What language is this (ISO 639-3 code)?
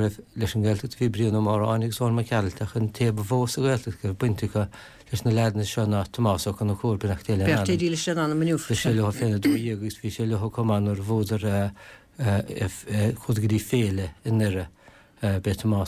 gle